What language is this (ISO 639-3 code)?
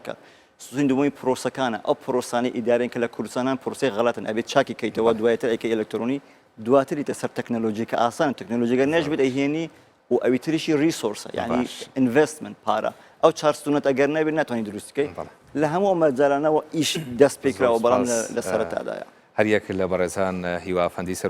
ckb